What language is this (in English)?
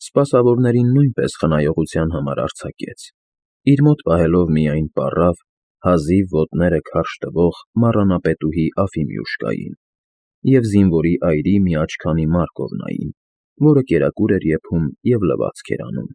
Armenian